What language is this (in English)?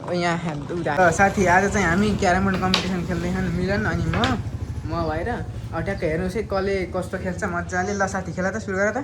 Nepali